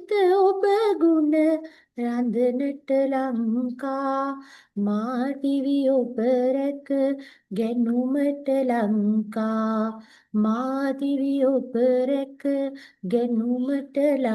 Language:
Sinhala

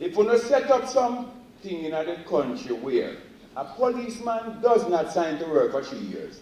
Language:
Jamaican Creole English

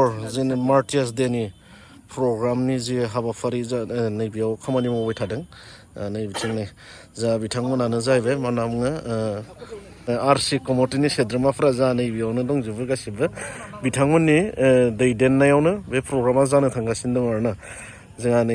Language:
Bodo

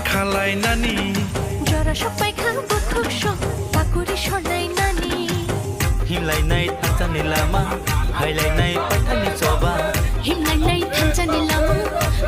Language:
Kok Borok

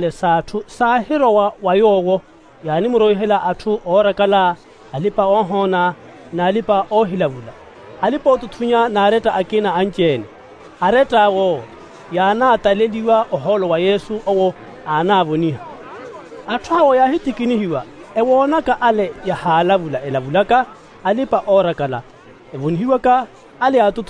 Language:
Makhuwa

